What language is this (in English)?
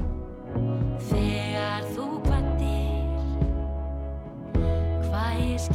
Icelandic